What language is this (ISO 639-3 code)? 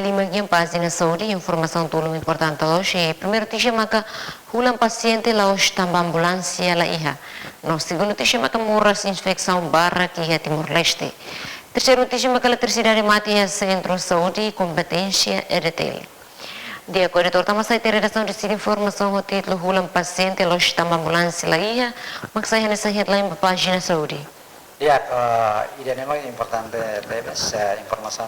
tet